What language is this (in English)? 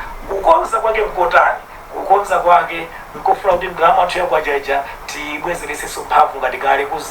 Nyanja